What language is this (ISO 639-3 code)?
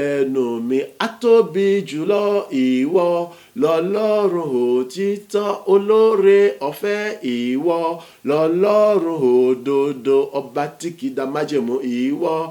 yor